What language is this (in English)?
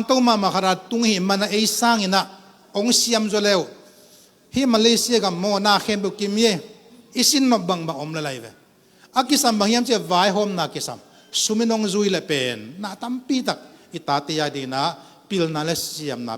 Tedim Chin